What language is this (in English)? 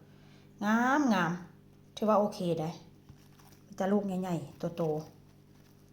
Northeastern Thai